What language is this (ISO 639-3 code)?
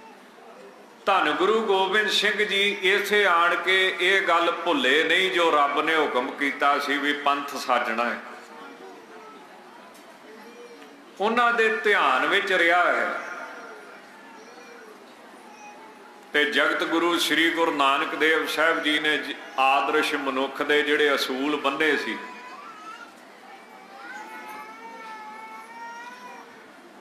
pan